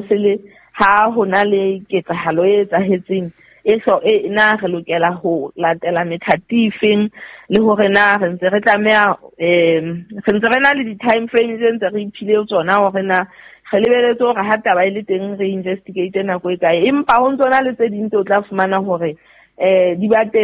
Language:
Southern Sotho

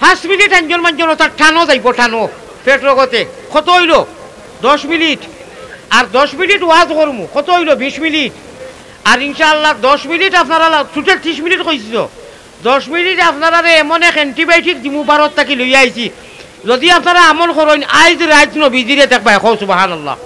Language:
Sylheti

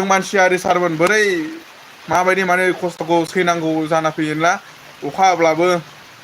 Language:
Bodo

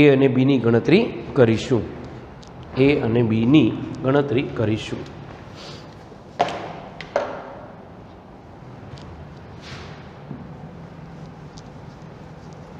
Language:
Gujarati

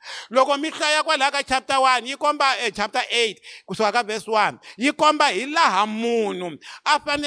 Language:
Tsonga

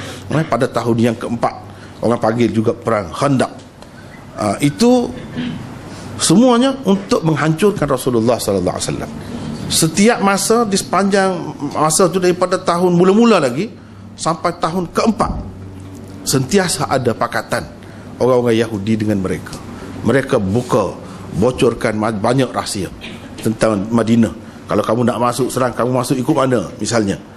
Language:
Malay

